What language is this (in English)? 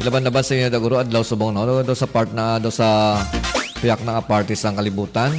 Hiligaynon